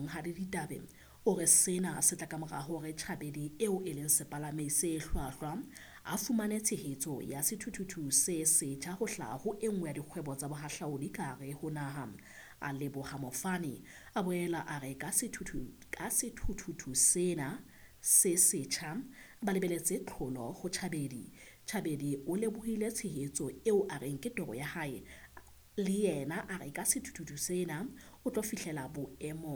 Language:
Southern Sotho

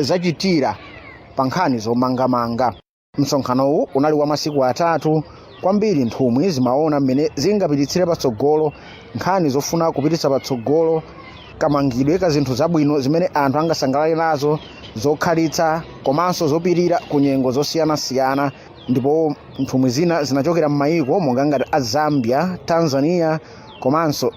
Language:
Nyanja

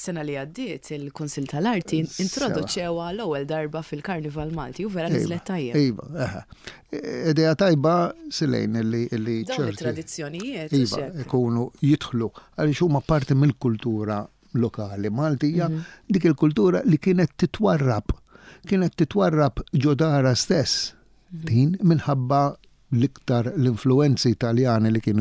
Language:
Maltese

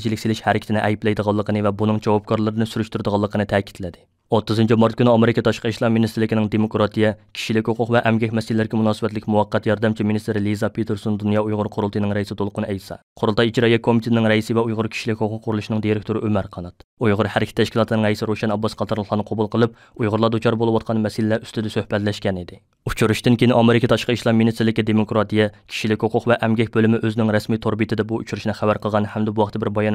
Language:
Uyghur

